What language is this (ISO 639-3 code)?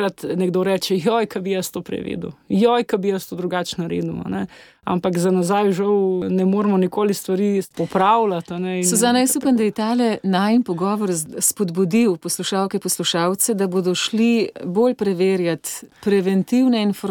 slv